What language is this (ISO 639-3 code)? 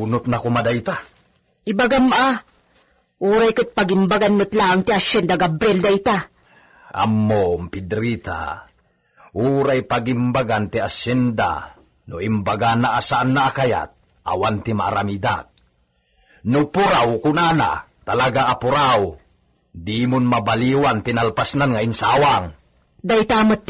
ilo